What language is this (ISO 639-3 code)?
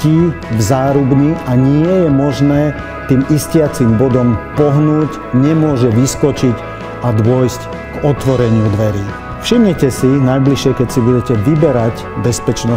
slk